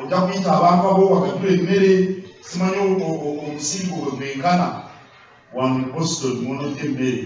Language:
Ganda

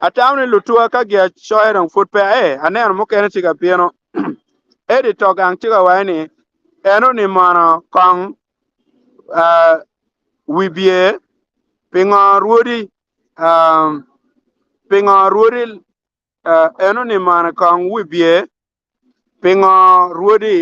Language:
Acoli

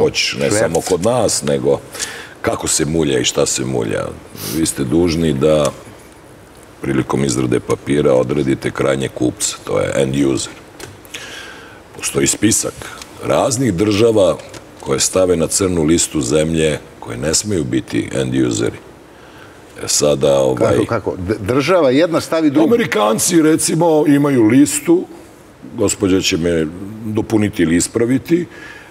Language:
Serbian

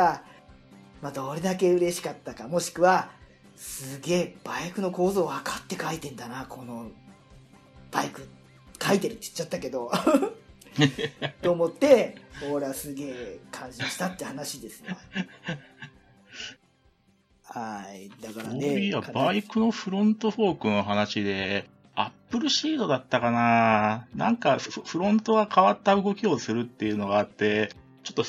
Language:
Japanese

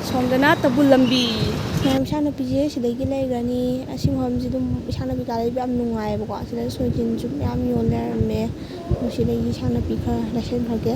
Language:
Manipuri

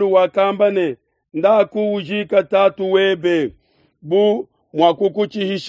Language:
Luba-Lulua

